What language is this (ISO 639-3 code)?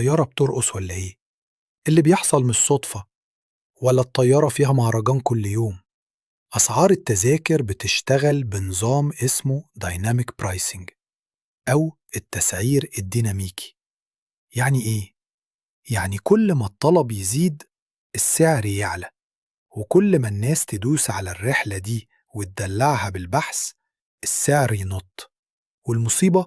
arz